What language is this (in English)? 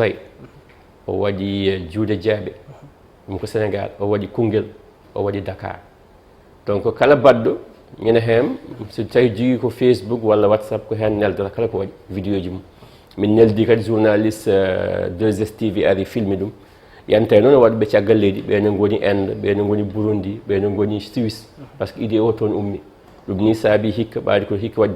Fula